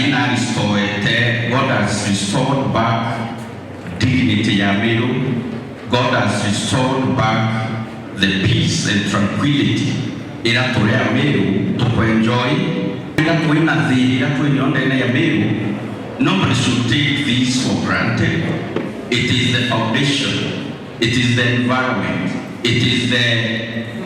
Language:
Meru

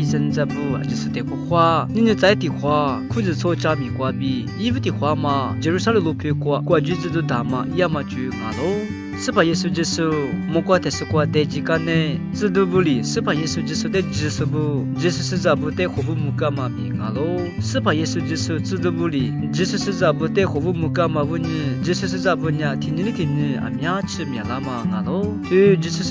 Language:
Lisu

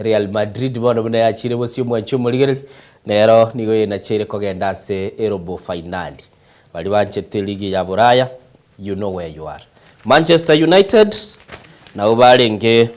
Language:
Gusii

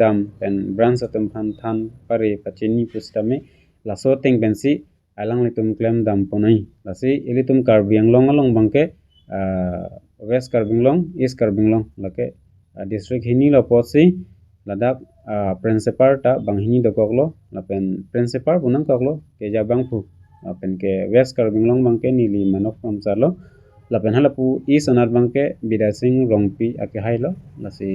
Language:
Karbi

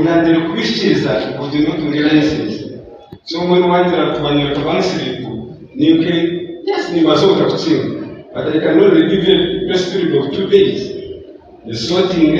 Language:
Nyankole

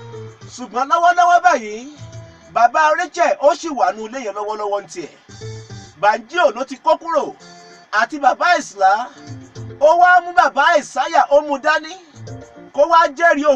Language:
Yoruba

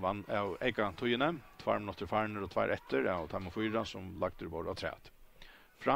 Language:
Faroese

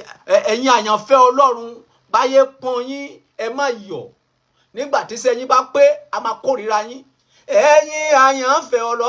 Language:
Yoruba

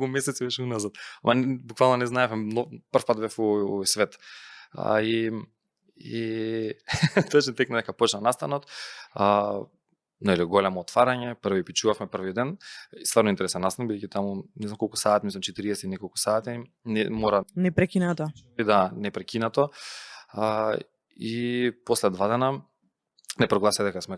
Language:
Macedonian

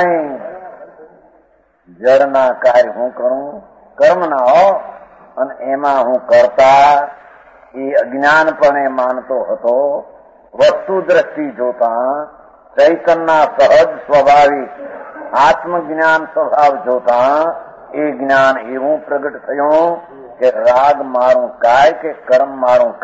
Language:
Gujarati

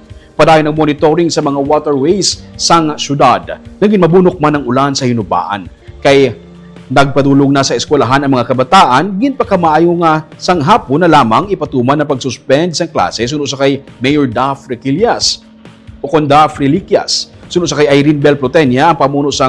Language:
Hiligaynon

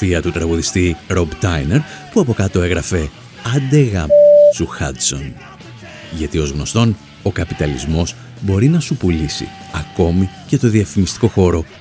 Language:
Greek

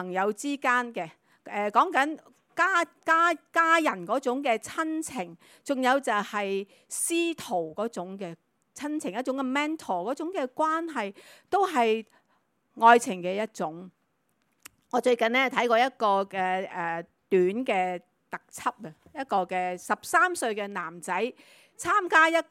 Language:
Cantonese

